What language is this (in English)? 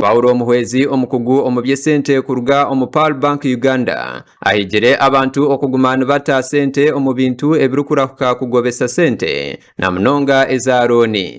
Nyankole